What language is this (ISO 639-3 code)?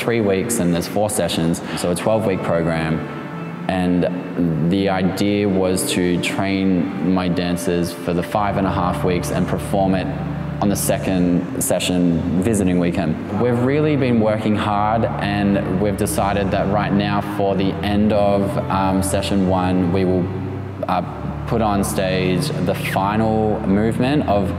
eng